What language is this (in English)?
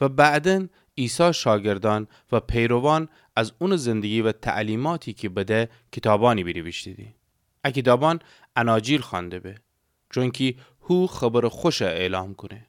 Gilaki